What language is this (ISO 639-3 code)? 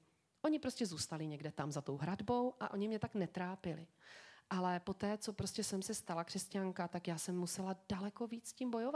ces